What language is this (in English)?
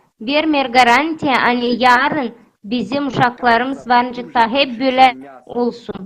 Gagauz